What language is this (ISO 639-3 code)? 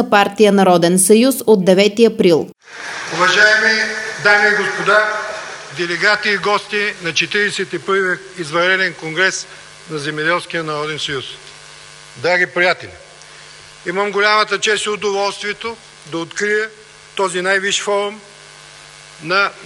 bul